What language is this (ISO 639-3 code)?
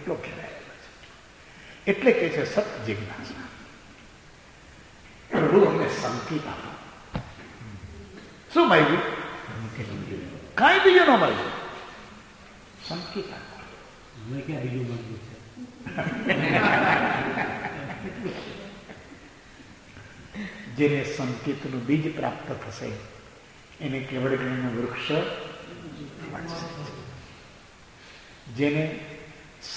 guj